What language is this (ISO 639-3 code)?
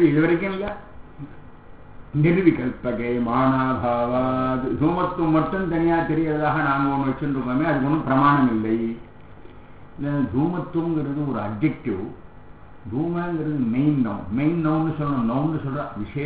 tam